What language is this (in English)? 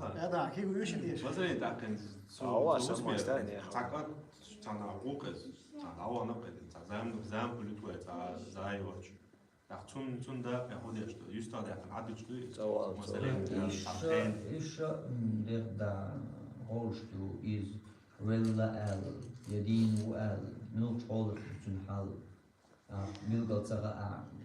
Chechen